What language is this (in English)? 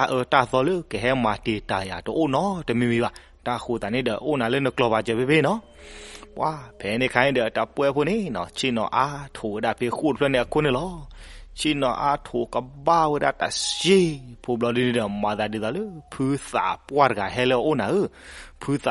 S'gaw Karen